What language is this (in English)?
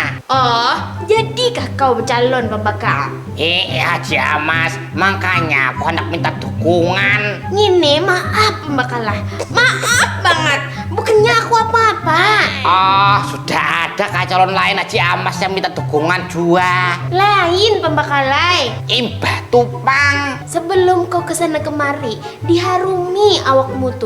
Banjar